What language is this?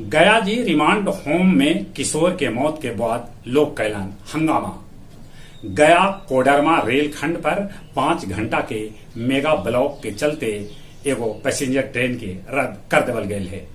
Magahi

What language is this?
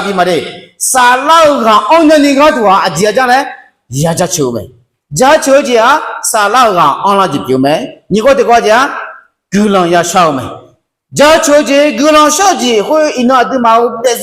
Akha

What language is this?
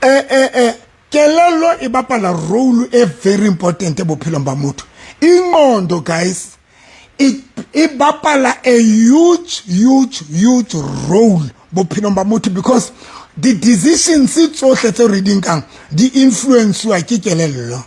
Southern Sotho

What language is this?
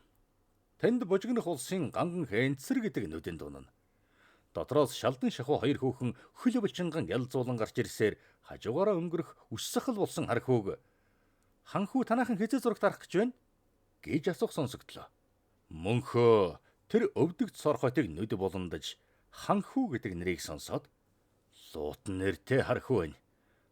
Mongolian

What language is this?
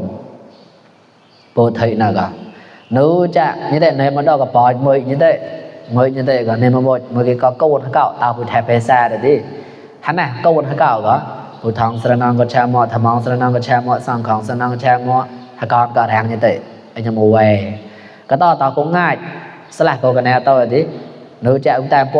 Mon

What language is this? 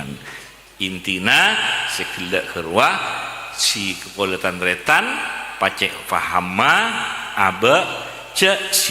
Madurese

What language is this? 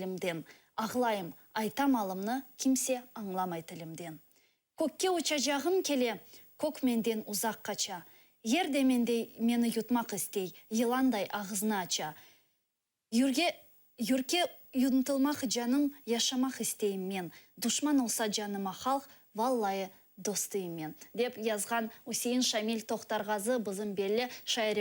Crimean Tatar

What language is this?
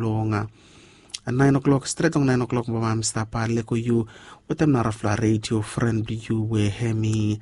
Bislama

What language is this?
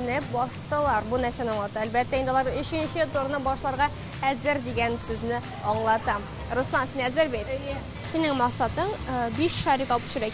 Tatar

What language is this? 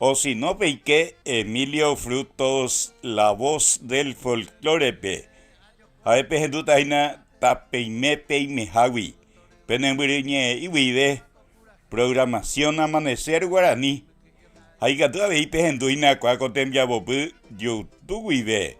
Guarani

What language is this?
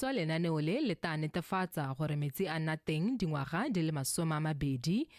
Tswana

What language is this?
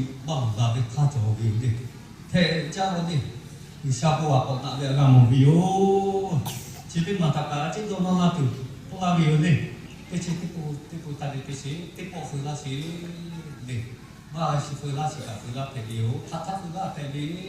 Lahu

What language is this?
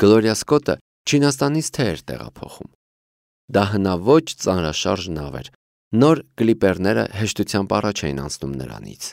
Armenian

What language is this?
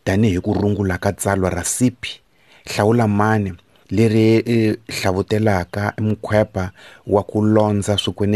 Tsonga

